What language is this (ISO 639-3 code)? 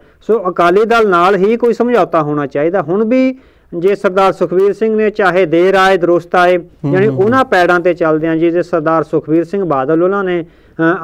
pan